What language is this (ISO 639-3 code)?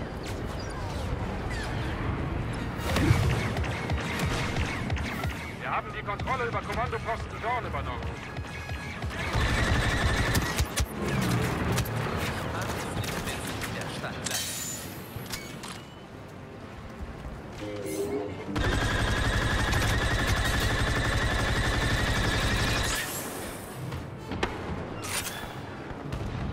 deu